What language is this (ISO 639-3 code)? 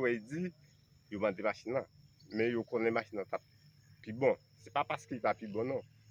hat